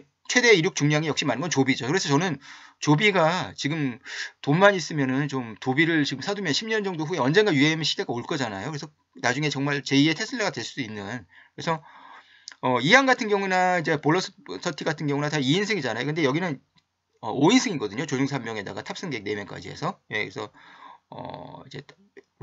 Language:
Korean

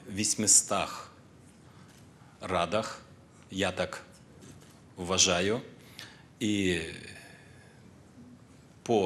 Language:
Ukrainian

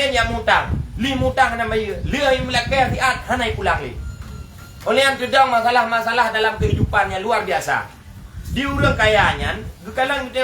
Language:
Achinese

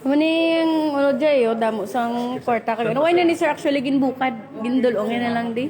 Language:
Hiligaynon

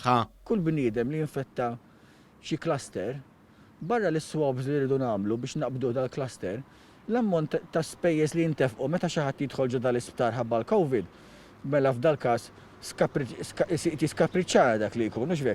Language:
Maltese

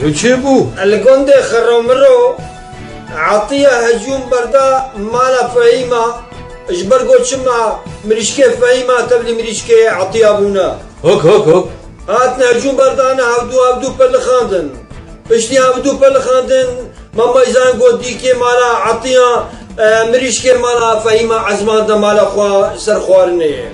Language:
Kurdish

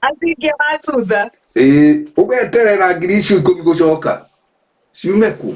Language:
Kikuyu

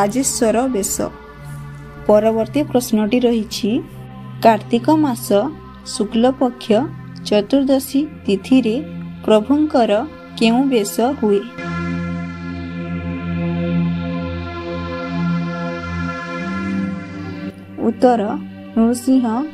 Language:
Odia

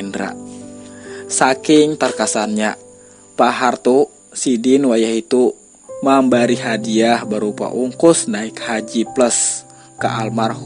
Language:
Banjar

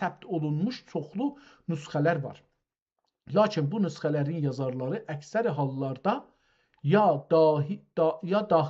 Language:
South Azerbaijani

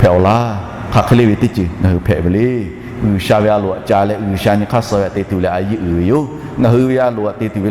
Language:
Lahu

